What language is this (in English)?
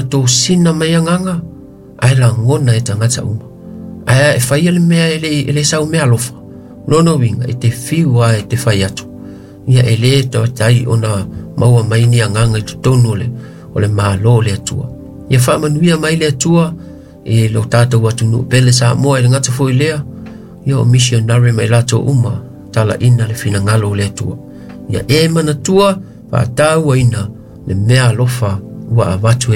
Samoan